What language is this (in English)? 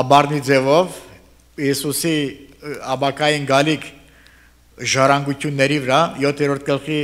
Armenian